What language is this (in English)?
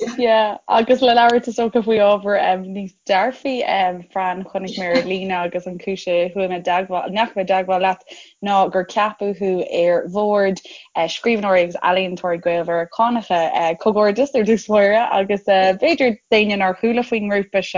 Irish